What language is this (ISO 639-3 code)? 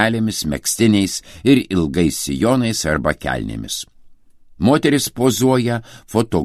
lit